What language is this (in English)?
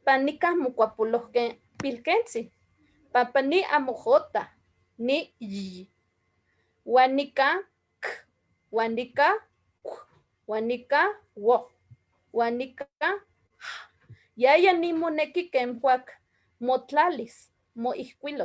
Eastern Huasteca Nahuatl